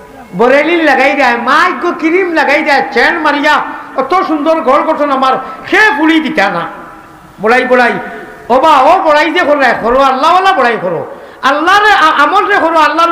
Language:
Sylheti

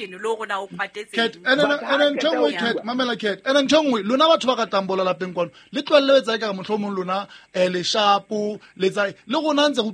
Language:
Southern Sotho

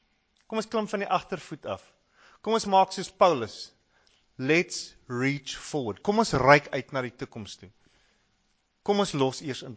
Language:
Afrikaans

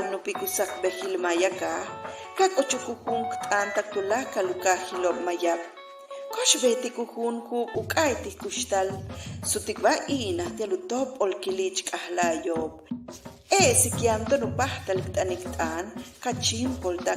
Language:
Yucateco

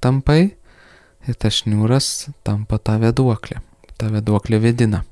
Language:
Lithuanian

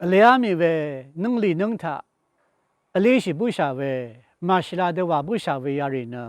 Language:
Rawang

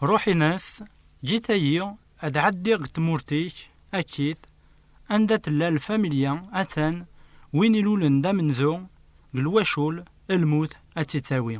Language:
Kabyle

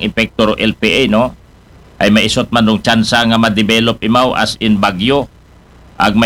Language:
Aklanon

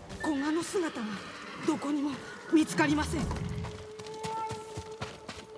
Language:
Japanese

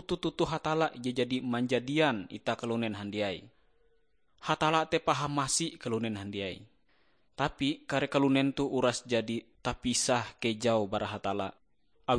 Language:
Ngaju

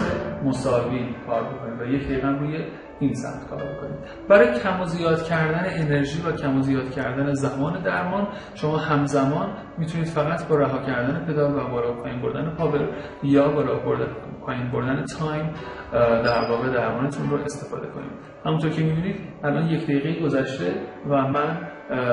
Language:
Persian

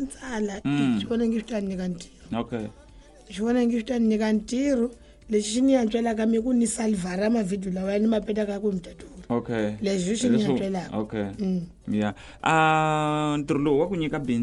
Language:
Tsonga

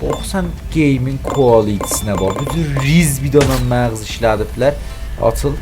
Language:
South Azerbaijani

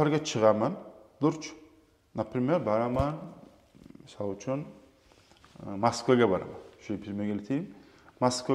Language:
Kumyk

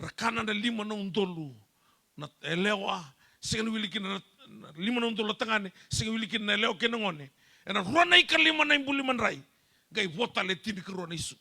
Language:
Fijian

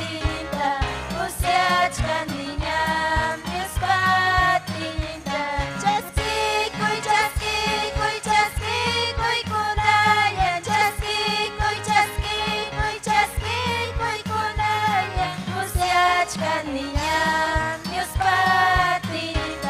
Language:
Ayacucho Quechua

